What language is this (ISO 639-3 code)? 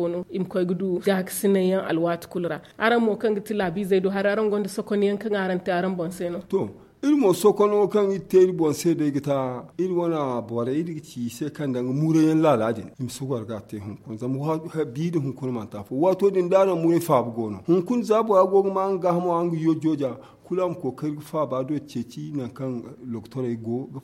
dje